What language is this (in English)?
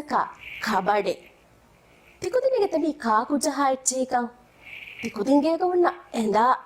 Divehi